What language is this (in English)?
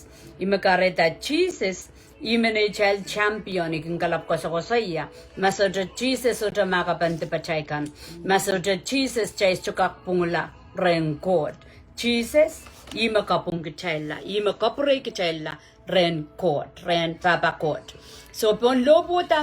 Pohnpeian